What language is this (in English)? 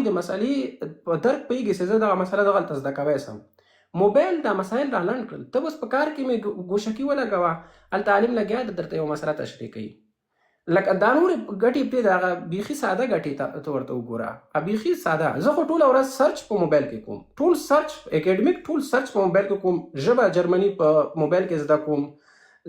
Pashto